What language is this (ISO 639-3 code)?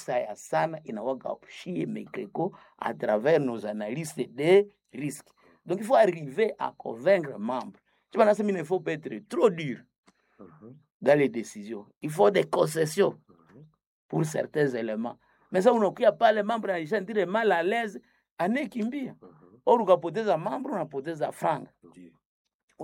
swa